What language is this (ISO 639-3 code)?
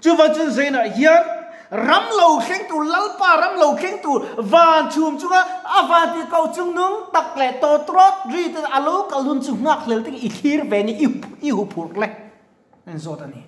lus